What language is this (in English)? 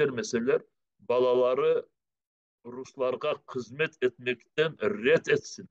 Crimean Tatar